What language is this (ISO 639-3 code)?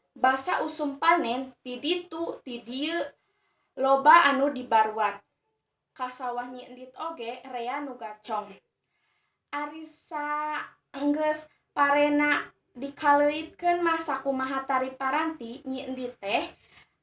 sun